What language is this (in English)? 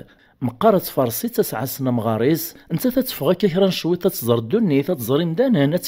Kabyle